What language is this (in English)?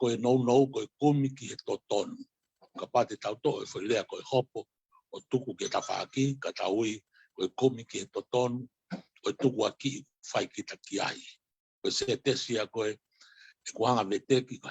Tongan